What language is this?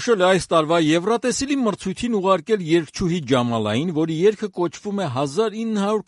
Armenian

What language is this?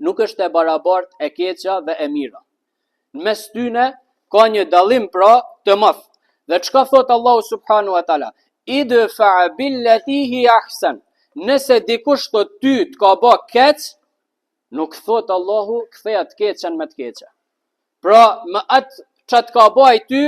Albanian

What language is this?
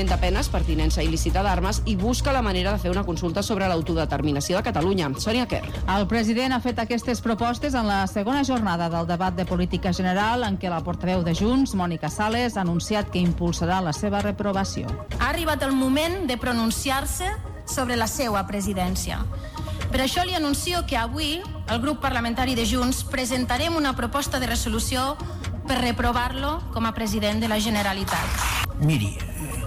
Catalan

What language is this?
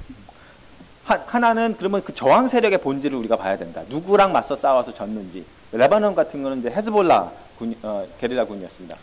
Korean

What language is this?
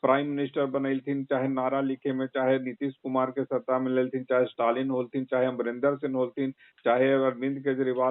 Magahi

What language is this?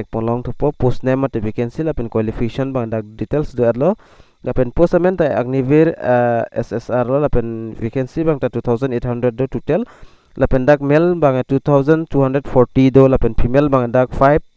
Karbi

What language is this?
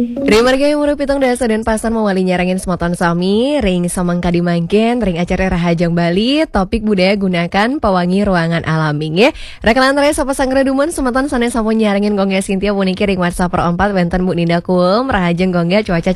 Balinese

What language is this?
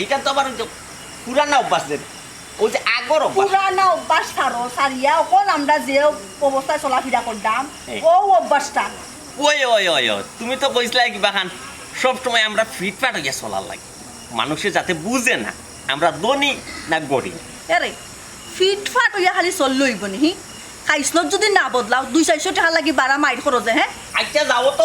Sylheti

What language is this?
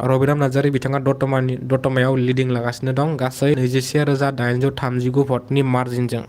Bodo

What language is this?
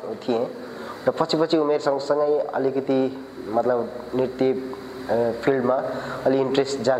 Nepali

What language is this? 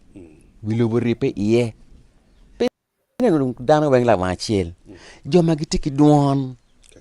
Acoli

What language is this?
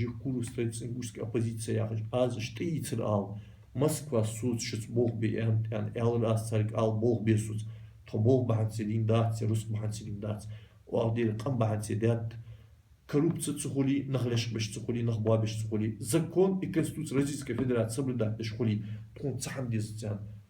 Ingush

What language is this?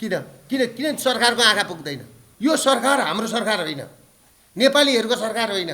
Nepali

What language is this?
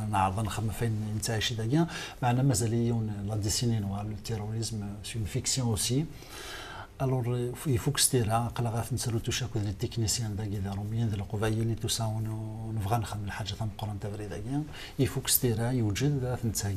Kabyle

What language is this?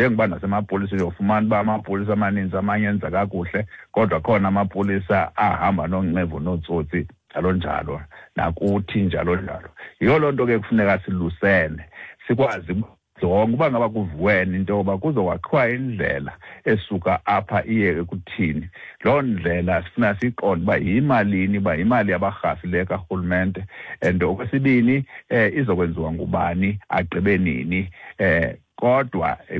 Xhosa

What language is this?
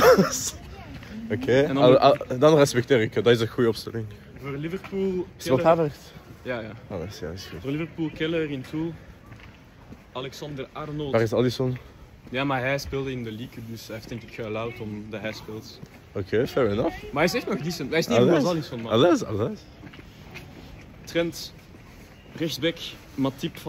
Dutch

